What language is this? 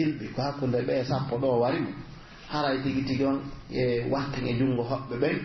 Pular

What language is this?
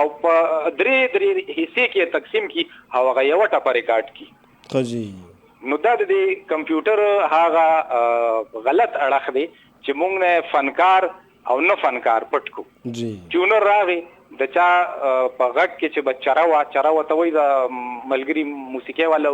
Pashto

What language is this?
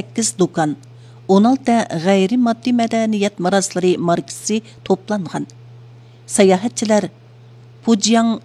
Uyghur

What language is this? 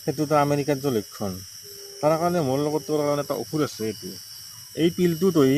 Assamese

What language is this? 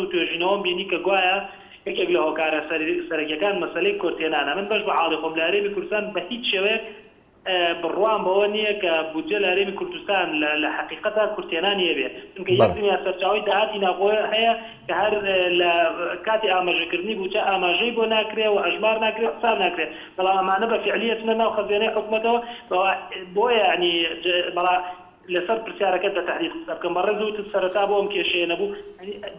Central Kurdish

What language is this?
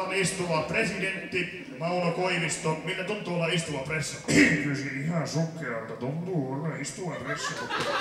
Finnish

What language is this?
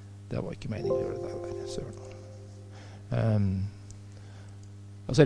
Norwegian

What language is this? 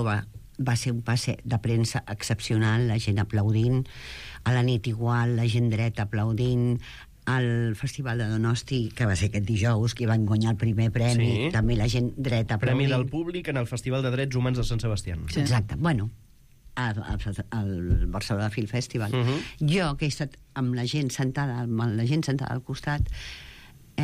Catalan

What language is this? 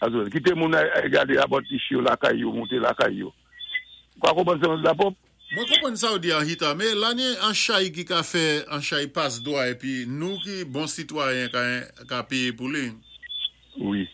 Saint Lucian Creole French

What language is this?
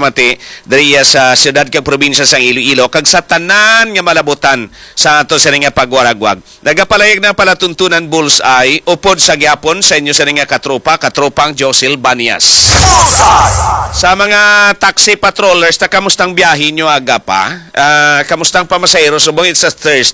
Hiligaynon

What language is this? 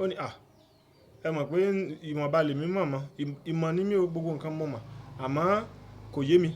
Yoruba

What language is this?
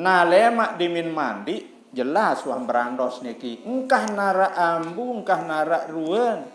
Sasak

